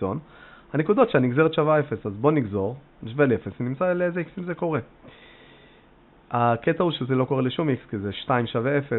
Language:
Hebrew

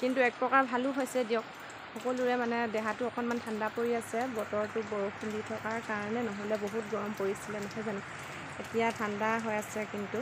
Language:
Assamese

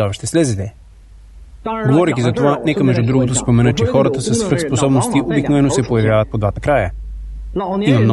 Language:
Bulgarian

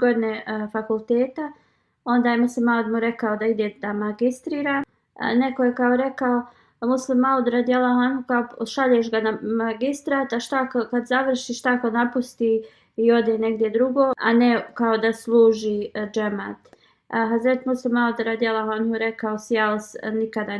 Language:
Bosnian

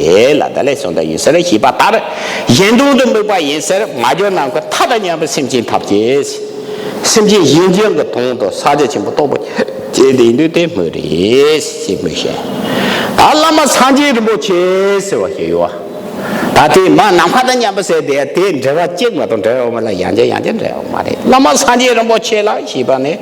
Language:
Tibetan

